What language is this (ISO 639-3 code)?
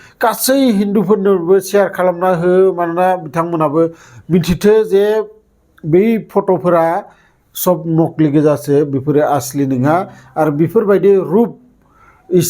brx